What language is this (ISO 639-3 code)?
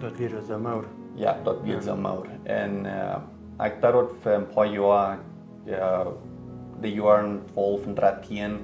pdt